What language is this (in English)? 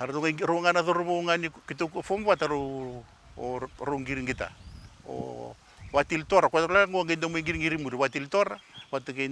Fijian